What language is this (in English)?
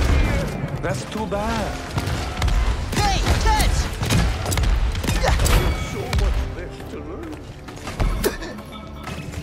English